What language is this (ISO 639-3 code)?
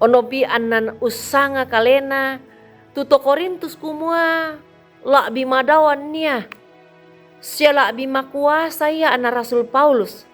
sda